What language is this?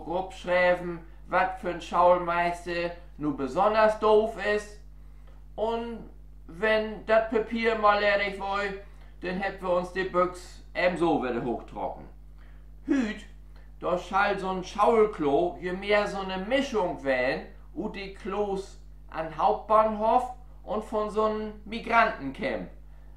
Low German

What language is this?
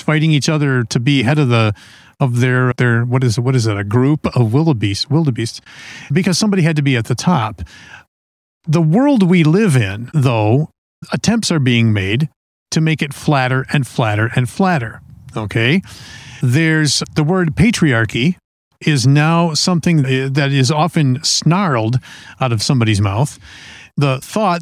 English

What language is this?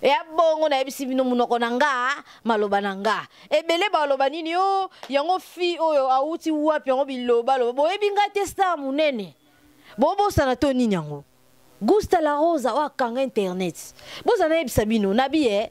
Lingala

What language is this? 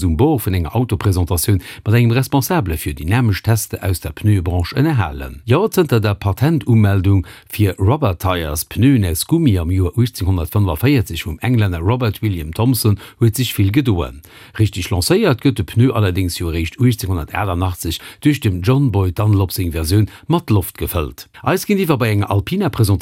Luxembourgish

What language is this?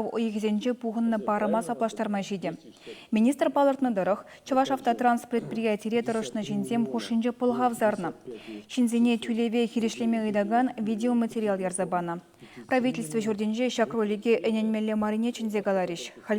Chuvash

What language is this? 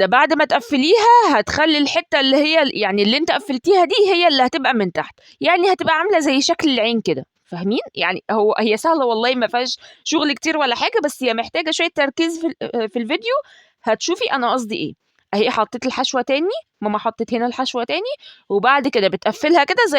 Egyptian Arabic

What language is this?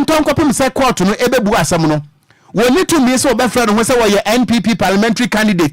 Akan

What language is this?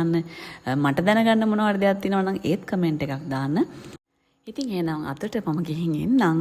Sinhala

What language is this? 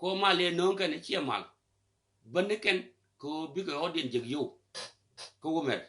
Nuer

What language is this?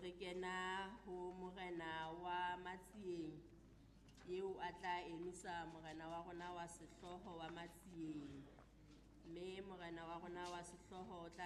Southern Sotho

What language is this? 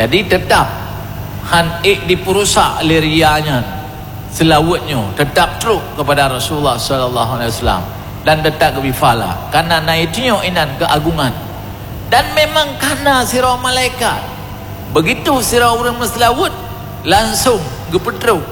Achinese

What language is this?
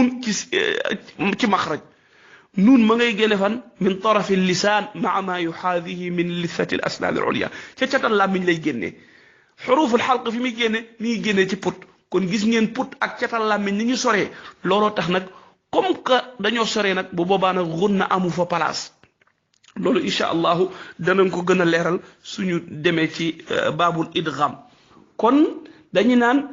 Wolof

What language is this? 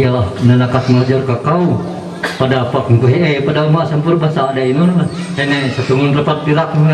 Ma'anyan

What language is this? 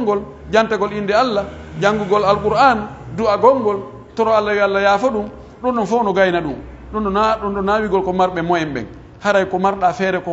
Pular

